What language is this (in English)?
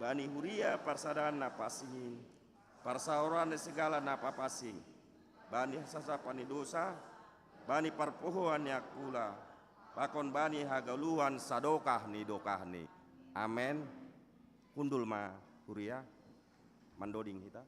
Batak Simalungun